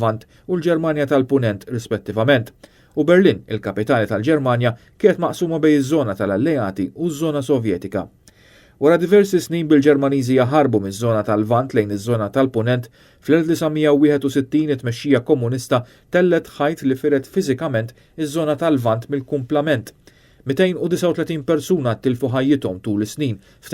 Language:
Maltese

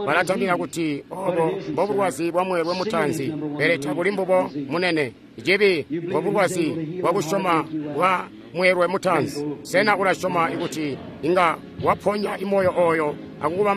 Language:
Tonga (Zambia)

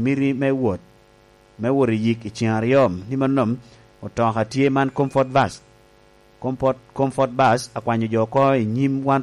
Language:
Lango (Uganda)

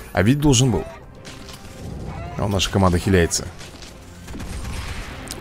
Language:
Russian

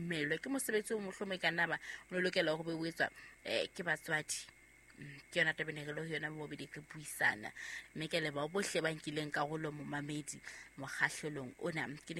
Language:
Southern Sotho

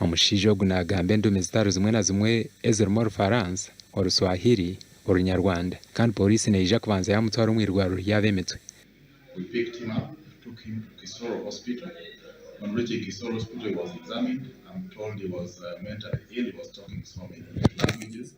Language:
Nyankole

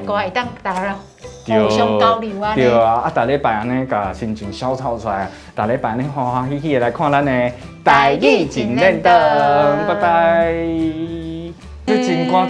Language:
Min Nan Chinese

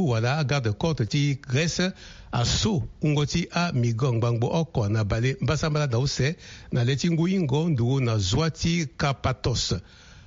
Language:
Sango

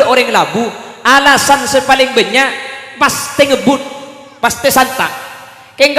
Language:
Madurese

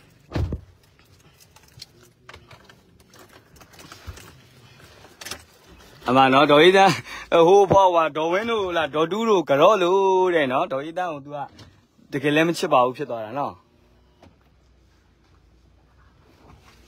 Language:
Burmese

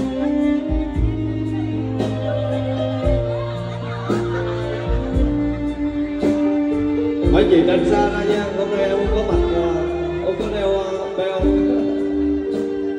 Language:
Vietnamese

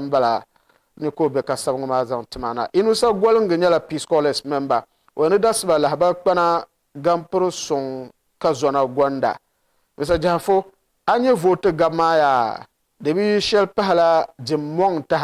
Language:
Dagbani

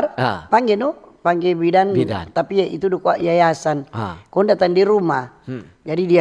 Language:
Manado Malay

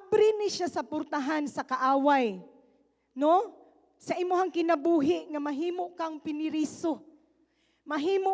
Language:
Cebuano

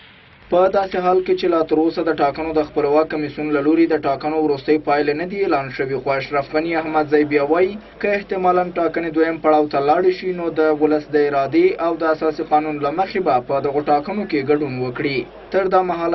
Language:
Pashto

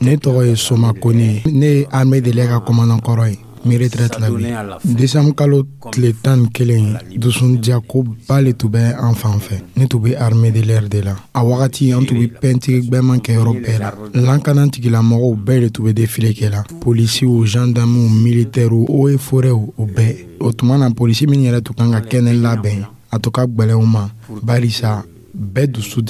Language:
Dyula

